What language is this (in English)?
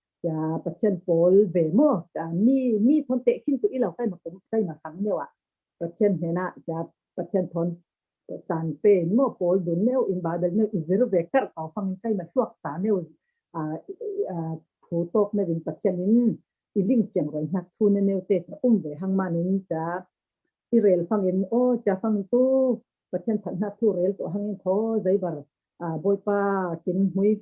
Falam Chin